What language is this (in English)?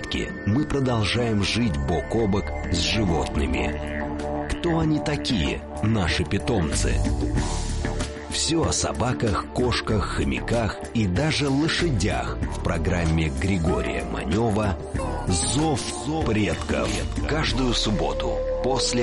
Russian